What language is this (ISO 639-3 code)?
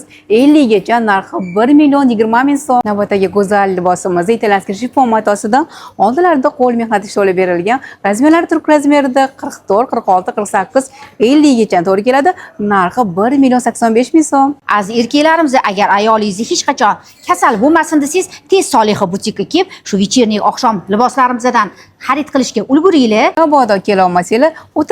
uzb